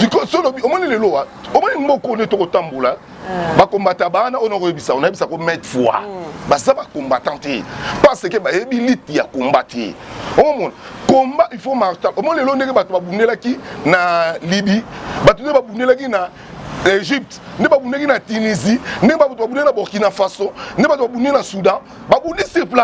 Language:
Lingala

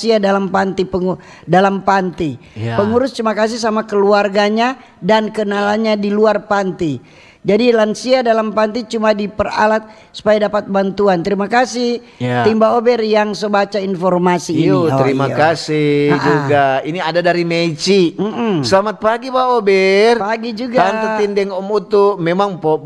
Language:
Manado Malay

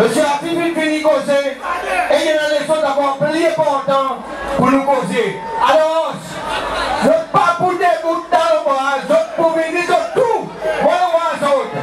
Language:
Seselwa Creole French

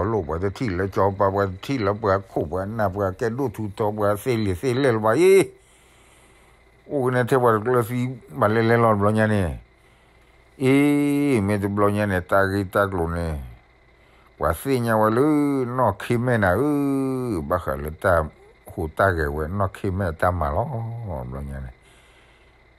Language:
S'gaw Karen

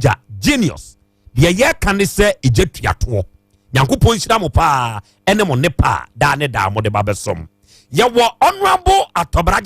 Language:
Akan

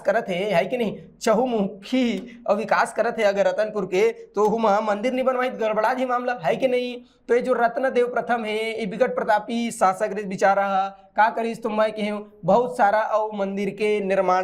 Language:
Chhattisgarhi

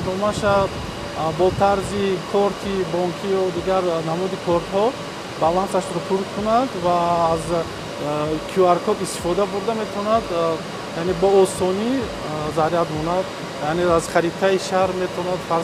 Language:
Tajik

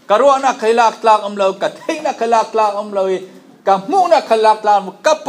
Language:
Falam Chin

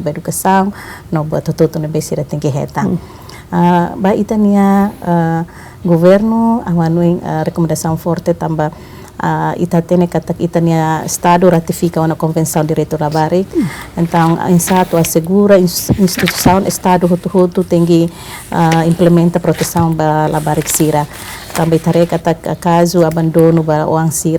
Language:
Tetum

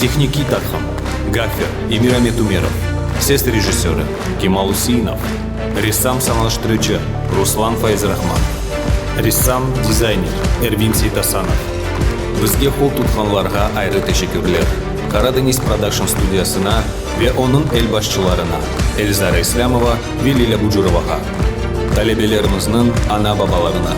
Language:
Crimean Tatar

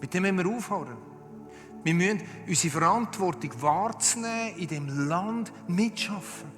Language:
Swiss German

